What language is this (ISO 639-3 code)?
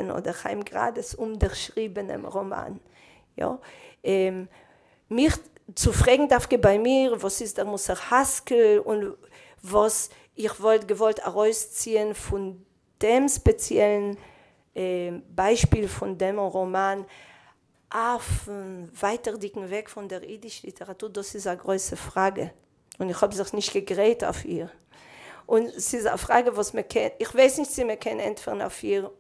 yid